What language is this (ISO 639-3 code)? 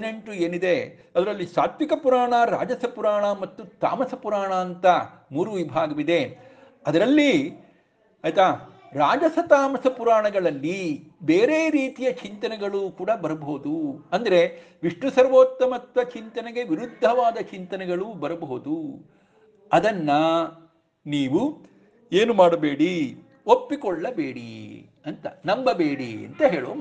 kan